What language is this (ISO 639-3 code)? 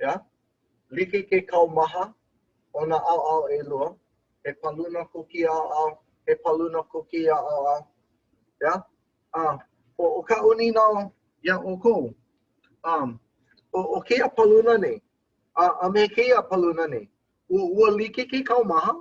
haw